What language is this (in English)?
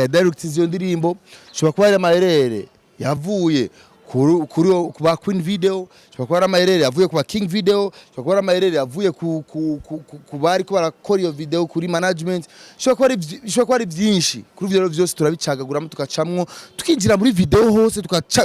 Rundi